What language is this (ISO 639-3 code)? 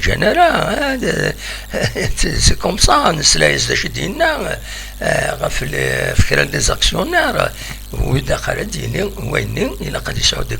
kab